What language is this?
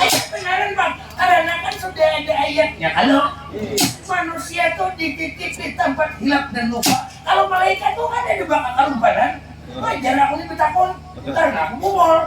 Banjar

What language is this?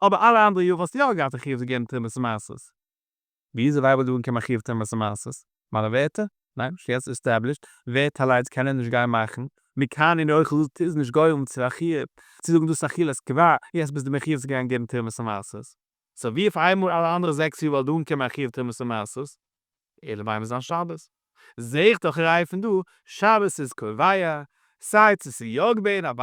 Yiddish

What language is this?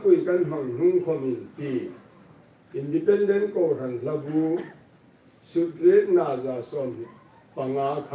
Hmar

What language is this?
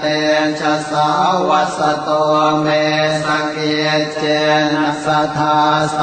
Pali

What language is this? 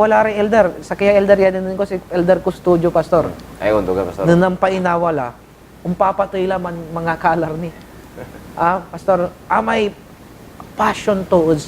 Pangasinan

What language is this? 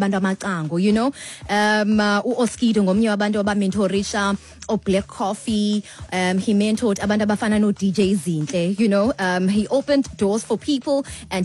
Xhosa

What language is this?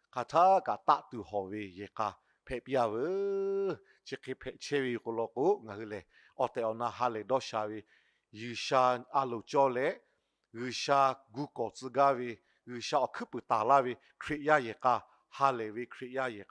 Lahu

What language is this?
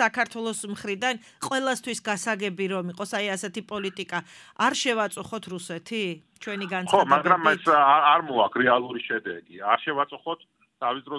Georgian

